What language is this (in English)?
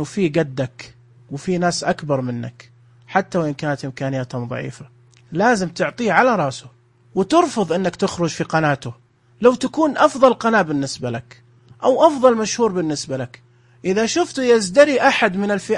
Najdi Arabic